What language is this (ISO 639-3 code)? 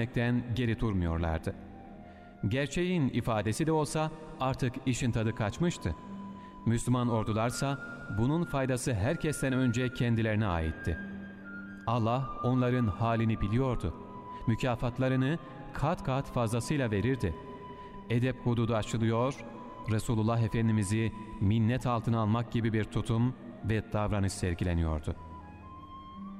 tur